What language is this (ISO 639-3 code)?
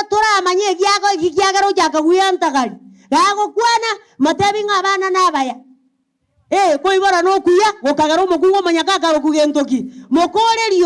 guz